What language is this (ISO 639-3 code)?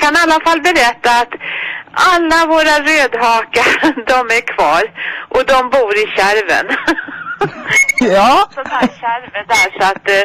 swe